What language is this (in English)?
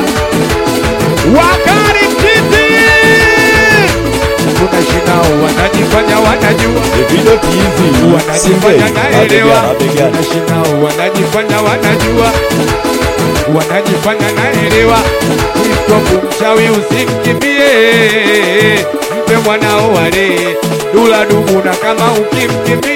Swahili